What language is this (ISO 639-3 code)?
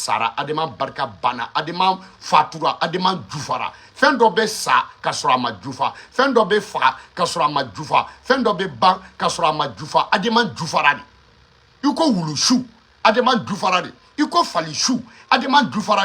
bam